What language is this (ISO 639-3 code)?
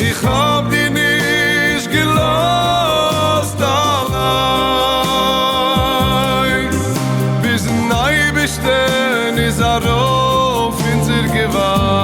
yid